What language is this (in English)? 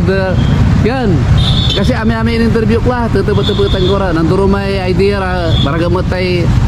Pangasinan